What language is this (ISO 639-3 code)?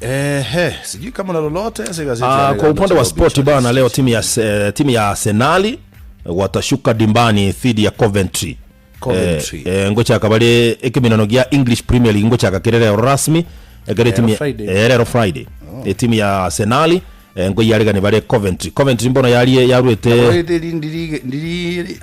guz